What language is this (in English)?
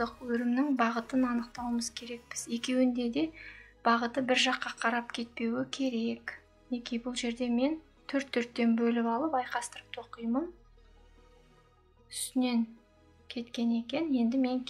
Kazakh